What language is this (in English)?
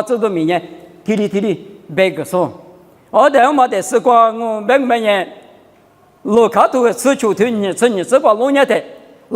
Lisu